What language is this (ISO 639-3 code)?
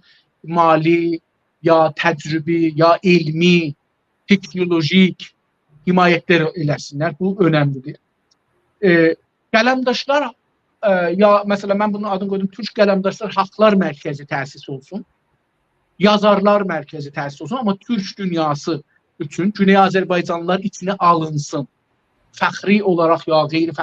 azb